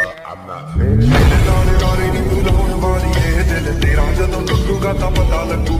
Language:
Punjabi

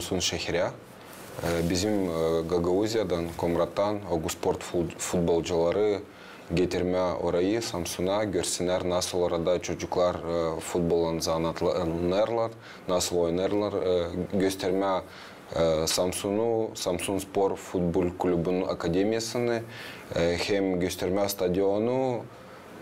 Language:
Gagauz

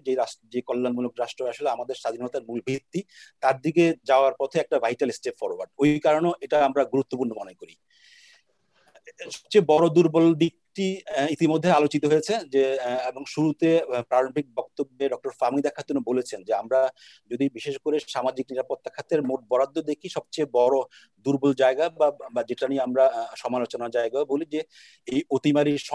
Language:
Bangla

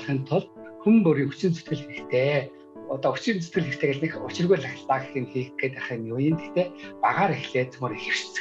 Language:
Mongolian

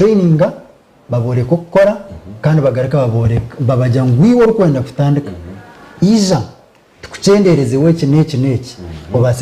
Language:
Nyankole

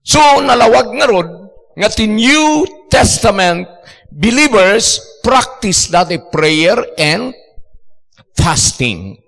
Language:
Iloko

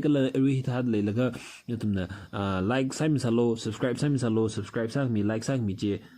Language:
Tangkhul Naga (India)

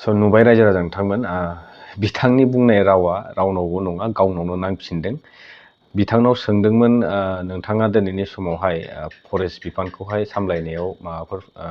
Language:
Bodo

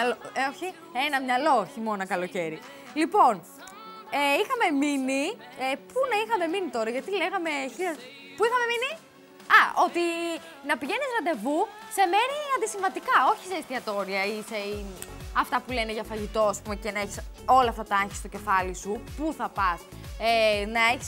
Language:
Greek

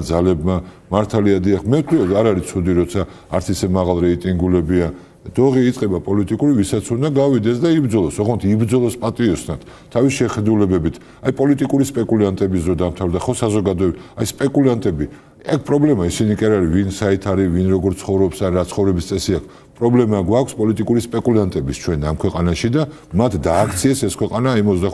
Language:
Georgian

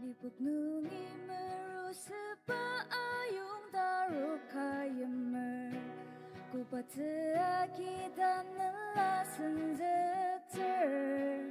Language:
Ao Naga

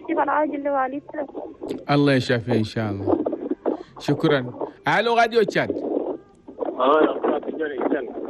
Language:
Chadian Arabic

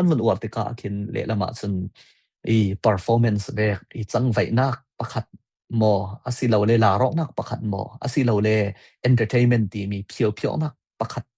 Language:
Falam Chin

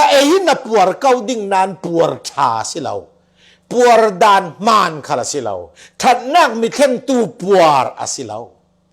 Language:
Falam Chin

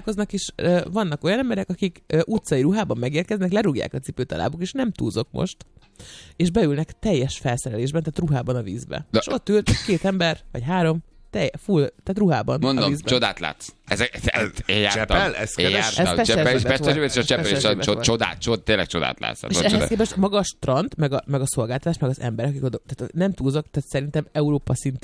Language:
Hungarian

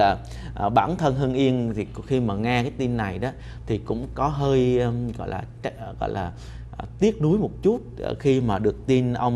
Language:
Vietnamese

